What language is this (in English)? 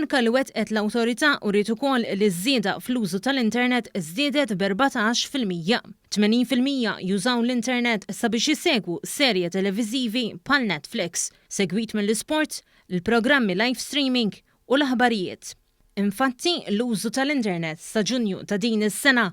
Maltese